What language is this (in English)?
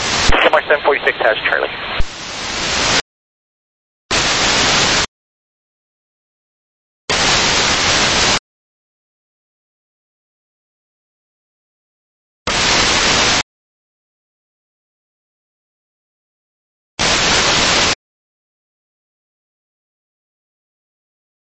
English